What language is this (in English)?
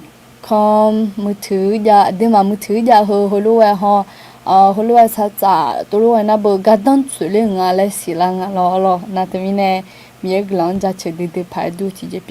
Akha